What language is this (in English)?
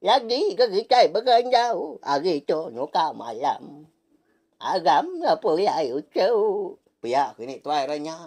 Iban